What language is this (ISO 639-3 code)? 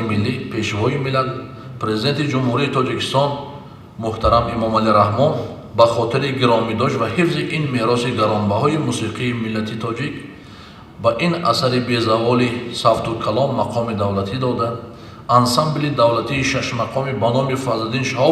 tgk